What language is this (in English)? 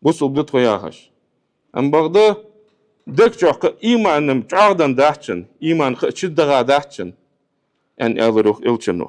Ingush